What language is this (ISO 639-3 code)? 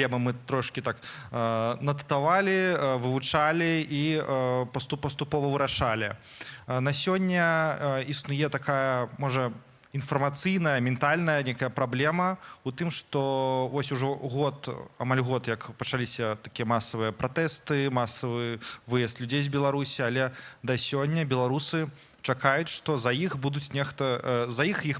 bel